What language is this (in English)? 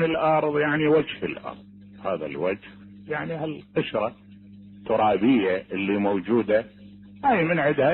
Mesopotamian Arabic